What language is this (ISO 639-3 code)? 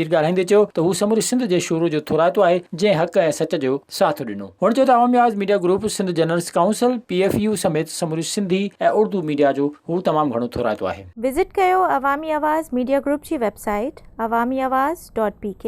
snd